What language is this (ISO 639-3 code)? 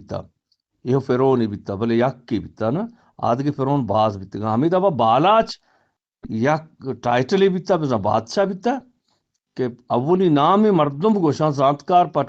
bgp